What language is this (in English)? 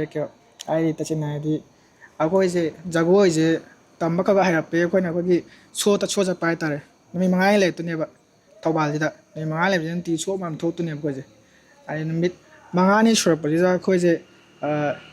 Manipuri